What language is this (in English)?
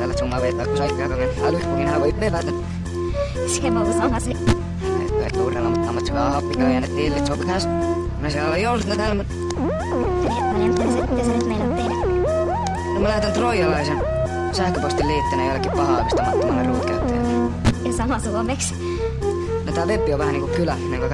Finnish